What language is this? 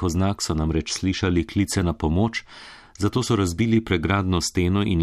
Slovenian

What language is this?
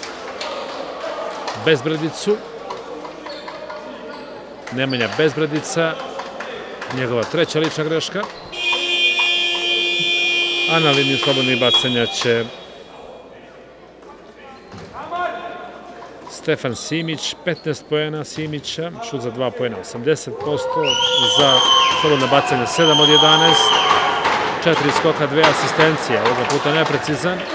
Serbian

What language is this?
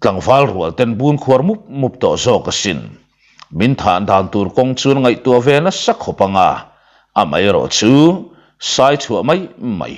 Mizo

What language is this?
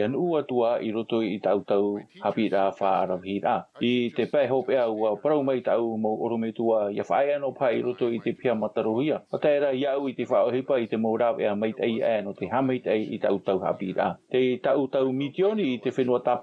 Tahitian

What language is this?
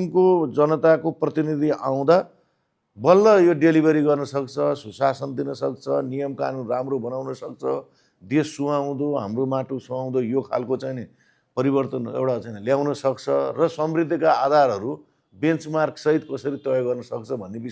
Nepali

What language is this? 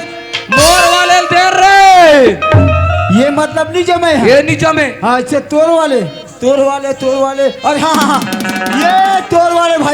Chhattisgarhi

